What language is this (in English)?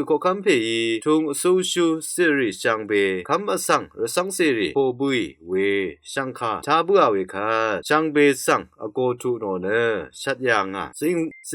Rawang